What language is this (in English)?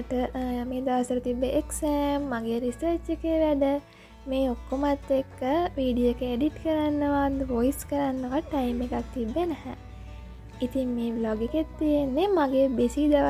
Sinhala